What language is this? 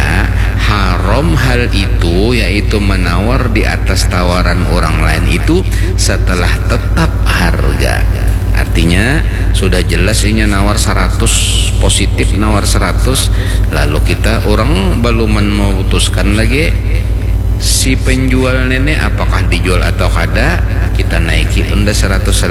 Banjar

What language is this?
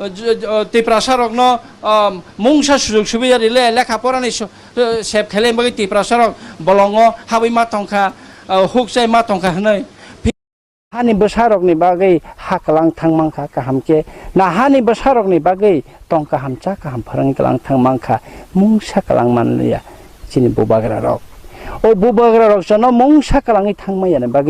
Kok Borok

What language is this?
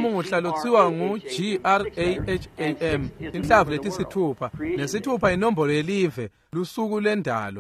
Swati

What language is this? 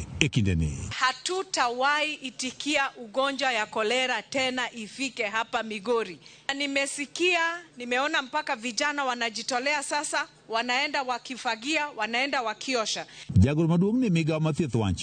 Luo (Kenya and Tanzania)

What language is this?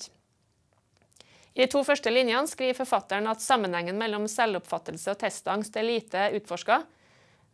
Norwegian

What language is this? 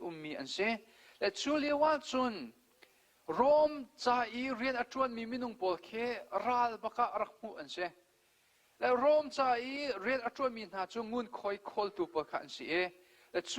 Hakha Chin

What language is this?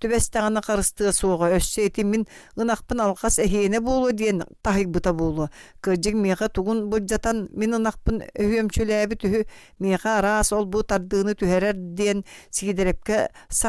Yakut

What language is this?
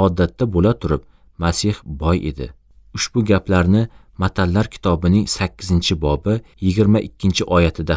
Uzbek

